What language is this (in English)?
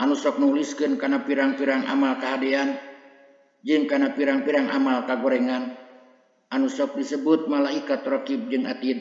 Sundanese